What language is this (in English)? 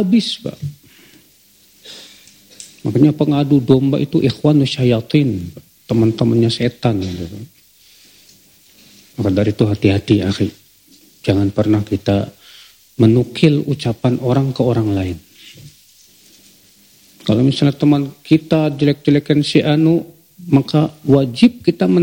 Indonesian